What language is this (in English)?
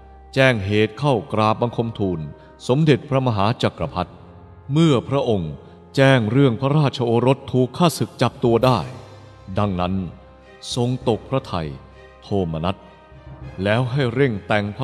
Thai